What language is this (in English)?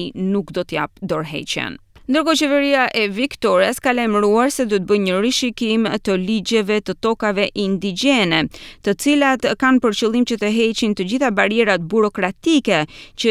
Albanian